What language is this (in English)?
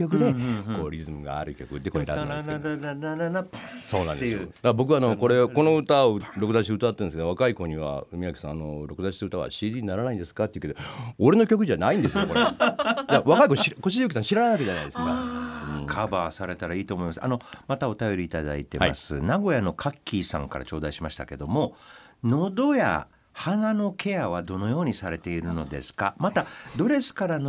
Japanese